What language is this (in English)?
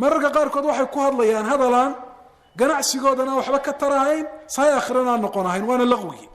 Somali